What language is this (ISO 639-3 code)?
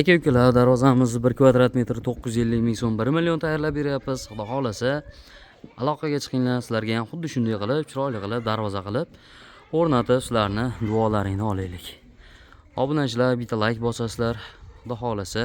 uzb